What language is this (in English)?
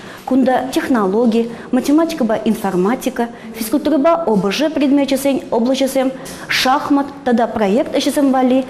Chuvash